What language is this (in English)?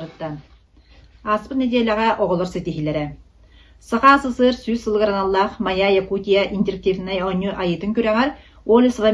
Yakut